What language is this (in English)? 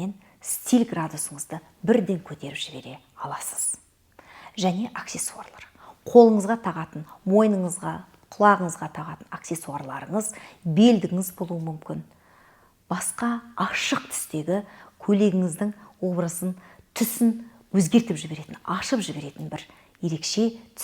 Kazakh